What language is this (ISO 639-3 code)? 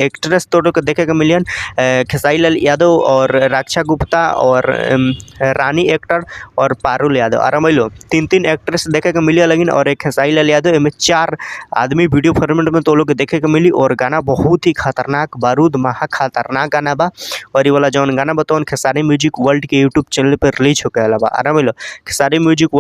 bho